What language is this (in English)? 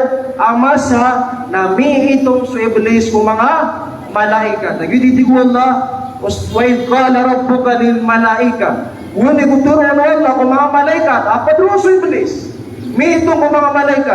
Maranao